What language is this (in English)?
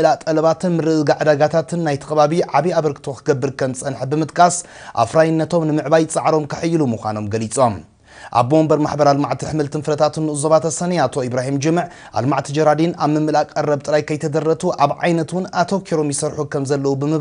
Tigrinya